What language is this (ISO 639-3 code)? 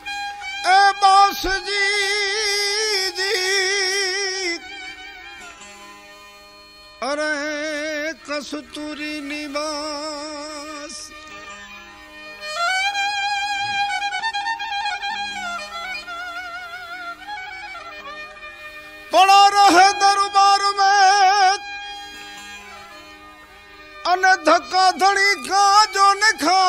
guj